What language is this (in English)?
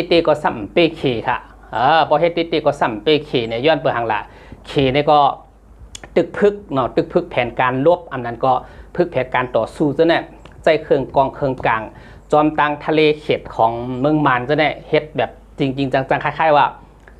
Shan